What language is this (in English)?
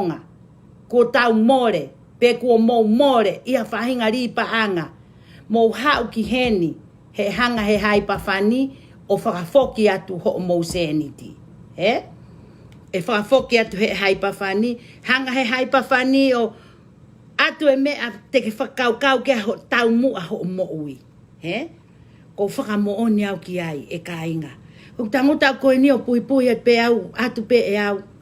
Tongan